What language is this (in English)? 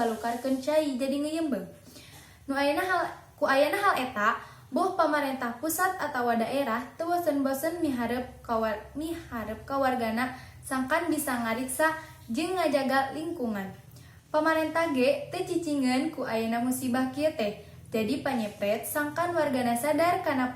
Sundanese